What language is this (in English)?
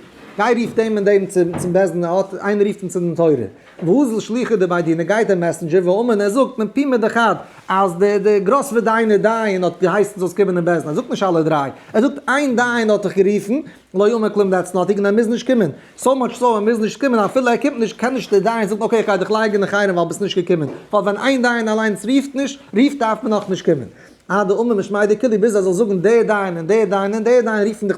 Yiddish